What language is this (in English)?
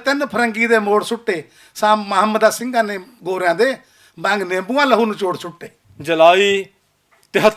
Western Panjabi